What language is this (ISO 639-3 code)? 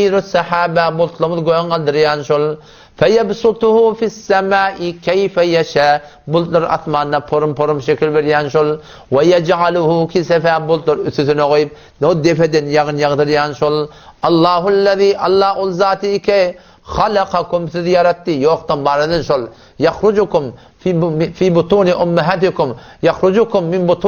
tuk